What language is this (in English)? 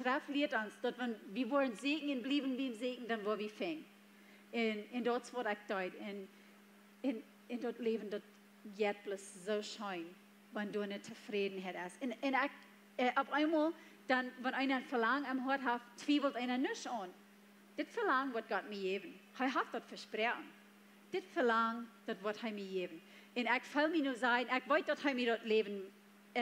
Plautdietsch